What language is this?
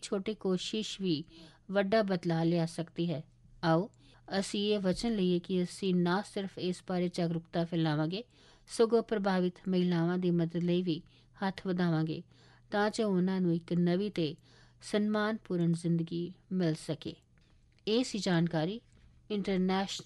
Punjabi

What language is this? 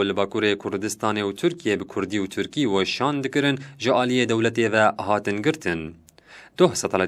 Kurdish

